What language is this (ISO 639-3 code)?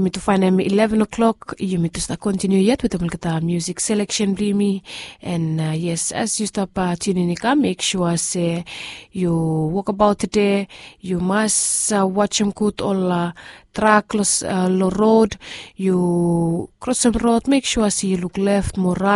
bis